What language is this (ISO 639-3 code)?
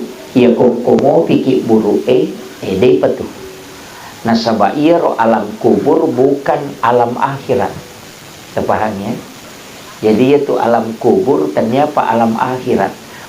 bug